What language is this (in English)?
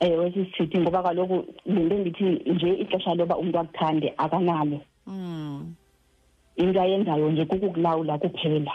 Xhosa